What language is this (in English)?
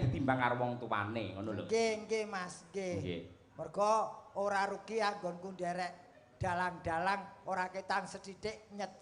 Javanese